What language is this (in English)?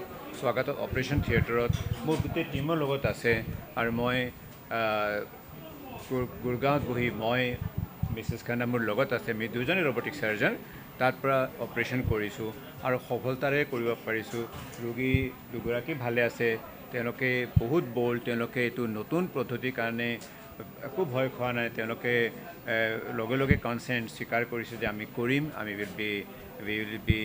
Assamese